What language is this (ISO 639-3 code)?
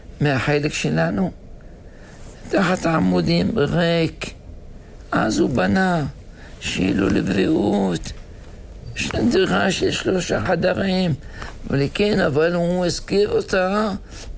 heb